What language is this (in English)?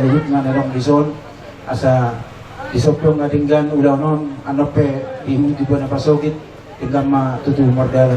Batak Toba